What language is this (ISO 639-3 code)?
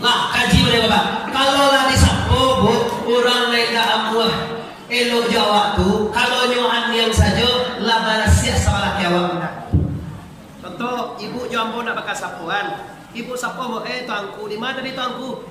min